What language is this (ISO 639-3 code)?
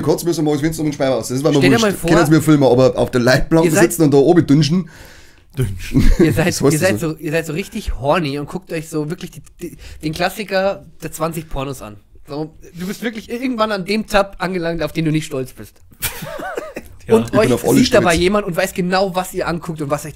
bar